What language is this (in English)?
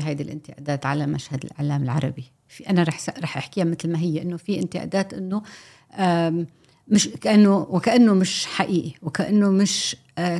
North Levantine Arabic